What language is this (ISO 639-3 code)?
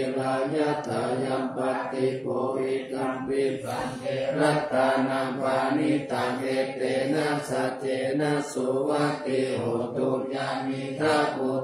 pli